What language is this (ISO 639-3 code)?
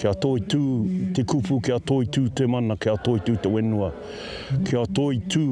mri